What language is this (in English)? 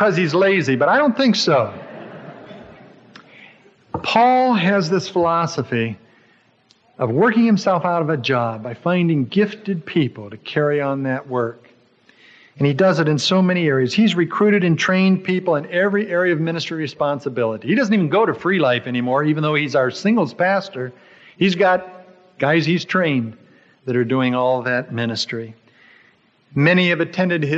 English